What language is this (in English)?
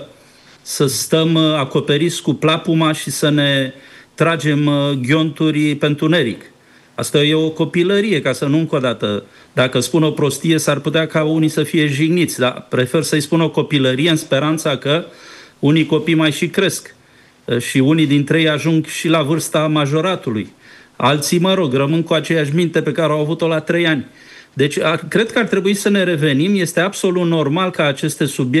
Romanian